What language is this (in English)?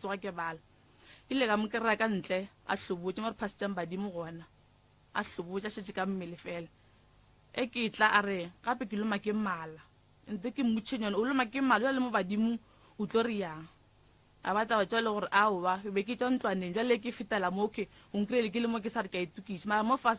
Northern Sotho